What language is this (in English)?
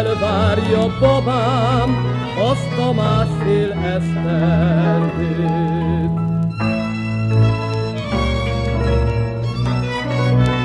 Hungarian